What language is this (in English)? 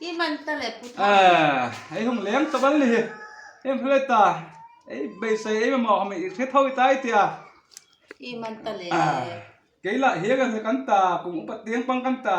Hmar